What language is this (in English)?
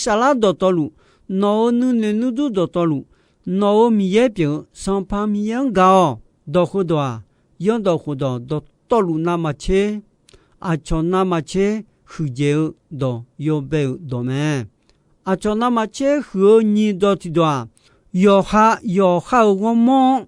Akha